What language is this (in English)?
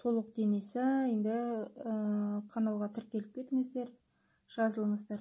Kazakh